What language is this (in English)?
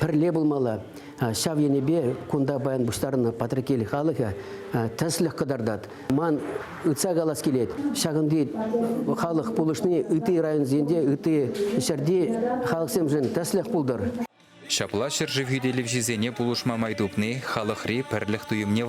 Chuvash